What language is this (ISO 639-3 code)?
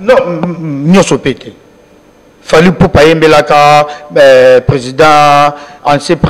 lin